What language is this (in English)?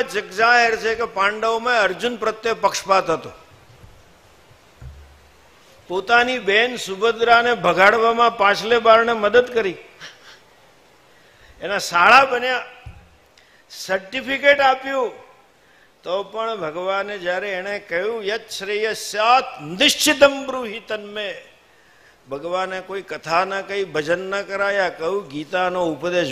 Gujarati